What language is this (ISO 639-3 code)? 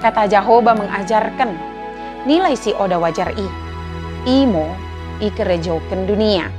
btd